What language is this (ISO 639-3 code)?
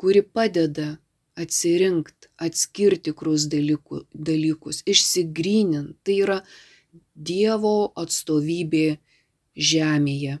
lit